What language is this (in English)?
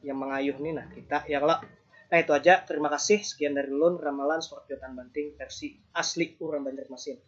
Banjar